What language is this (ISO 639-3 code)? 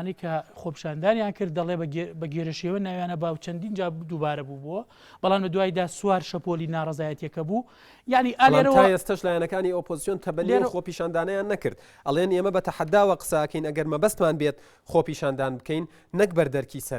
ckb